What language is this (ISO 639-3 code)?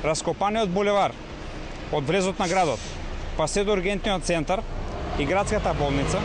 mkd